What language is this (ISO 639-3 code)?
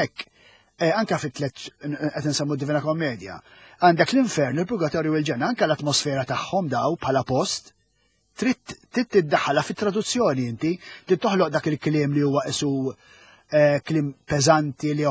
mlt